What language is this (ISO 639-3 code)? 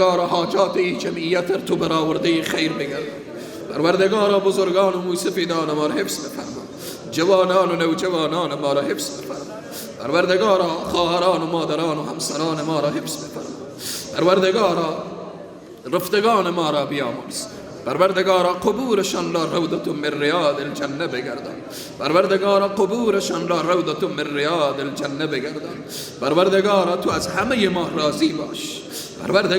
fas